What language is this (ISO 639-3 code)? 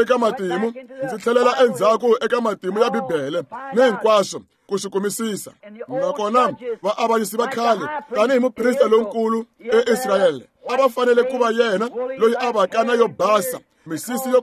tso